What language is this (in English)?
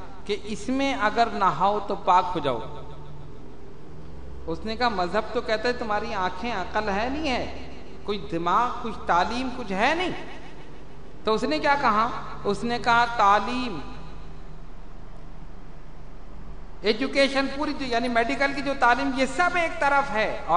Urdu